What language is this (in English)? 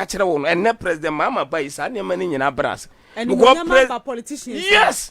Akan